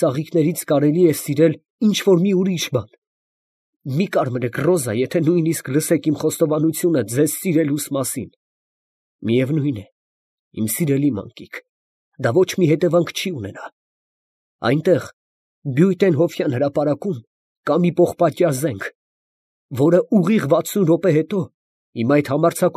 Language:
Armenian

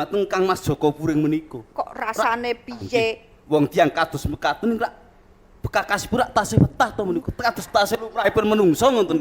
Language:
Javanese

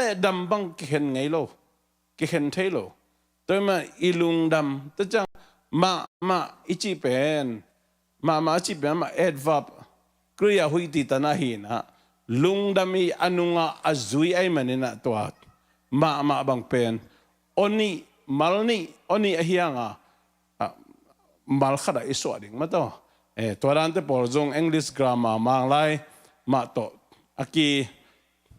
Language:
Tedim Chin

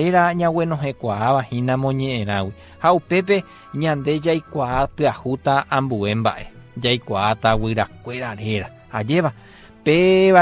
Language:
Guarani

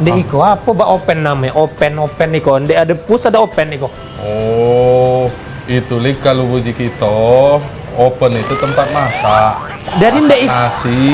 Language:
Musi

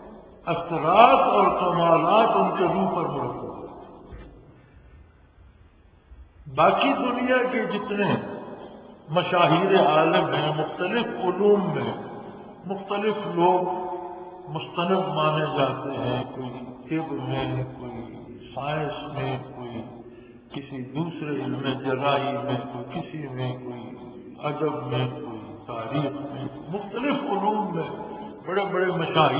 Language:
Urdu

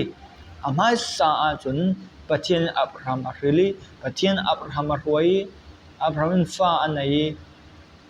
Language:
Falam Chin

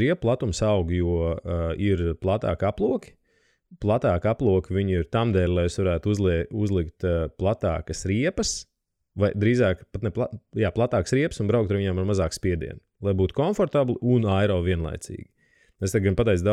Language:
Latvian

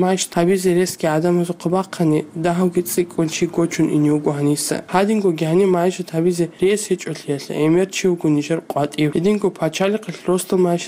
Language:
Avaric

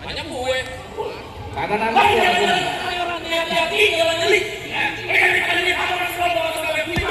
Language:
Betawi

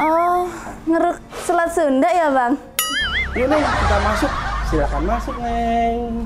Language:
Betawi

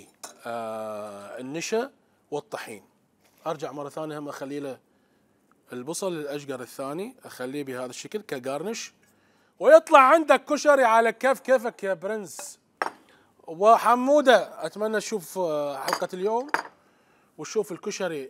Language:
Mesopotamian Arabic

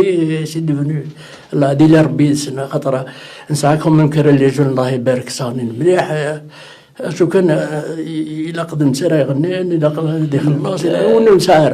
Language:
Kabyle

